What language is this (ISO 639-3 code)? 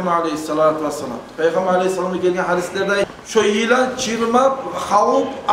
kum